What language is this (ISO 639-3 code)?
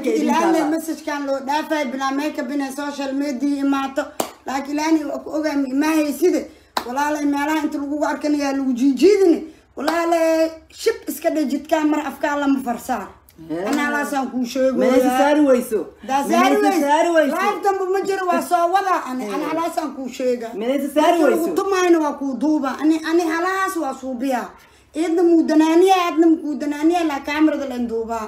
som